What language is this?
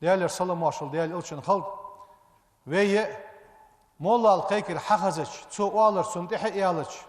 Ingush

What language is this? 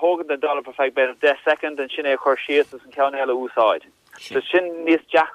Irish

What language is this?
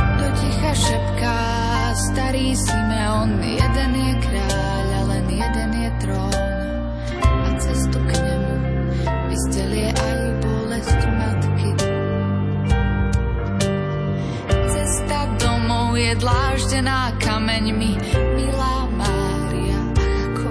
Slovak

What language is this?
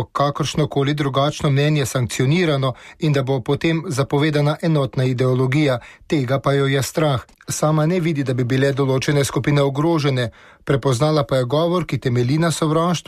Slovenian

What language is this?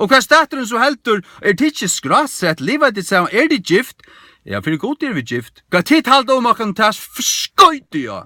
Faroese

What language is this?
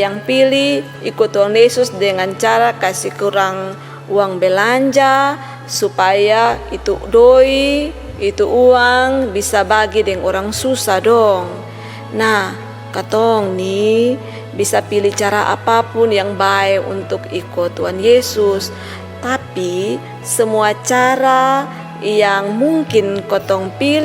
Kupang Malay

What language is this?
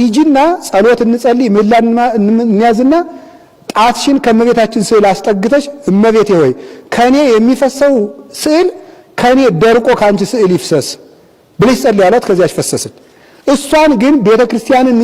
Amharic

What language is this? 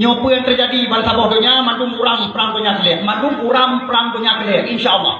Achinese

